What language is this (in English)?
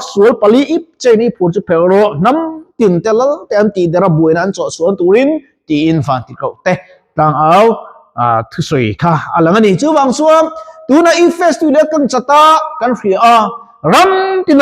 Mizo